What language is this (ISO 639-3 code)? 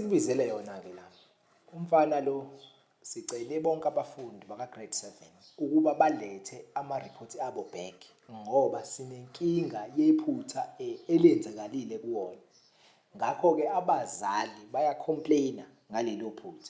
zul